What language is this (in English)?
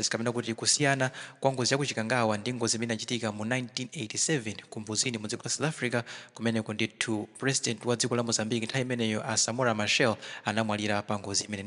Nyanja